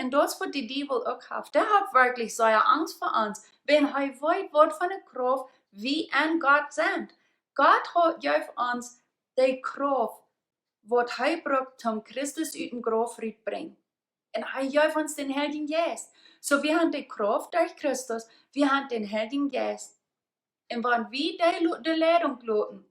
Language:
Plautdietsch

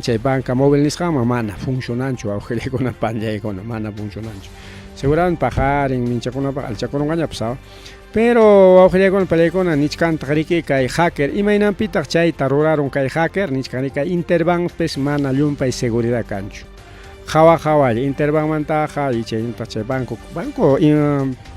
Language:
Ayacucho Quechua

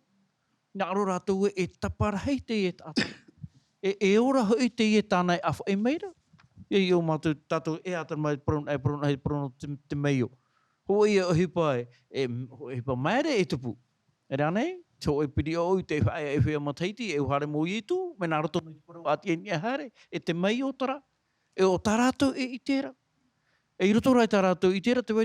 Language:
Tahitian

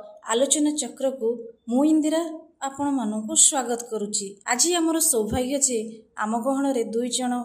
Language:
Odia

